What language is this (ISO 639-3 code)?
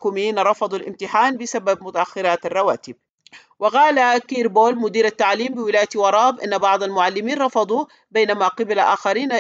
ara